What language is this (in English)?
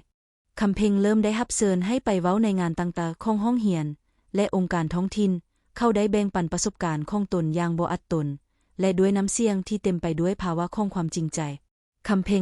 Lao